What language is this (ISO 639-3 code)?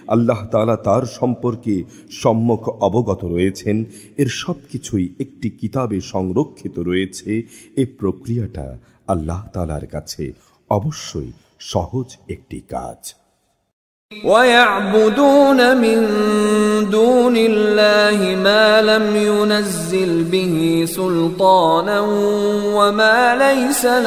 ben